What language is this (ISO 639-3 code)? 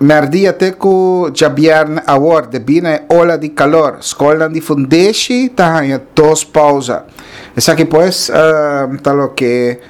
pap